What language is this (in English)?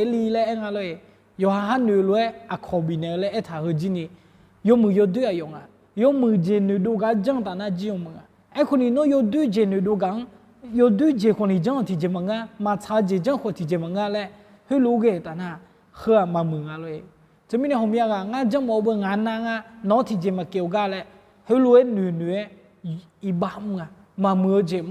Akha